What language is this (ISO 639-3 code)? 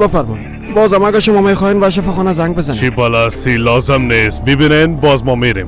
fas